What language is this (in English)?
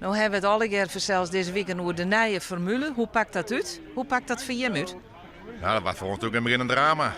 Western Frisian